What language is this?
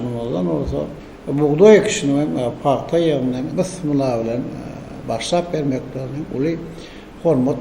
Turkmen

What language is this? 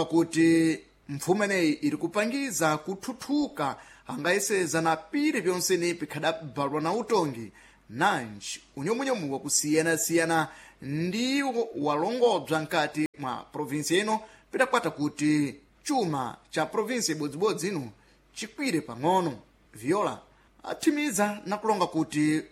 Sena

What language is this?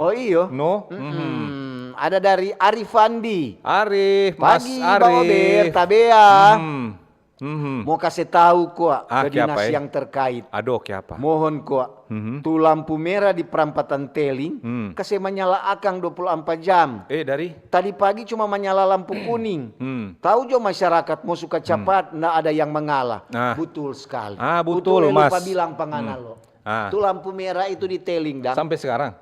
Manado Malay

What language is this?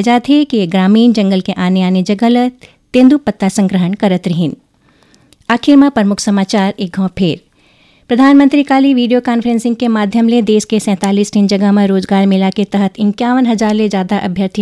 Chhattisgarhi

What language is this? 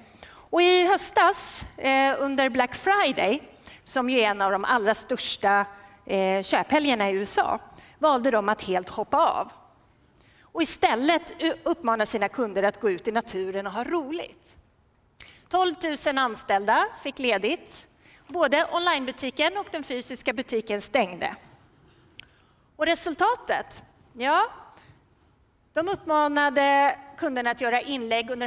Swedish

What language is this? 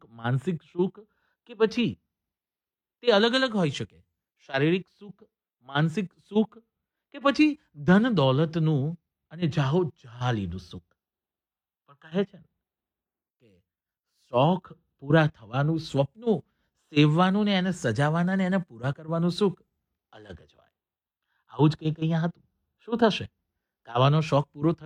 Gujarati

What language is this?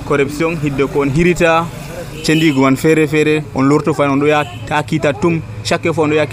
Nigerian Fulfulde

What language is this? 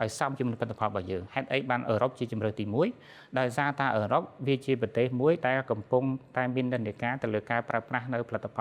Khmer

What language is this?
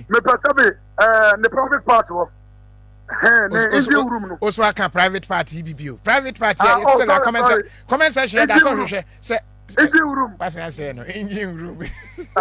Akan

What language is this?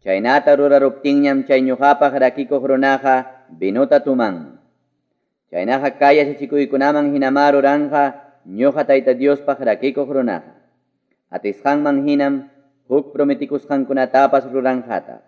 Ayacucho Quechua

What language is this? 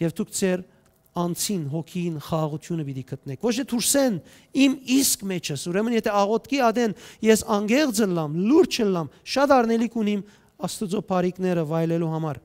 Western Armenian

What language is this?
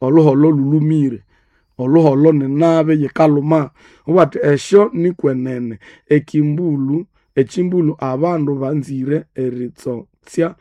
Nande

